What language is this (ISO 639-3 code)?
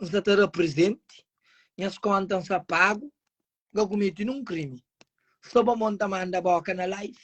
kea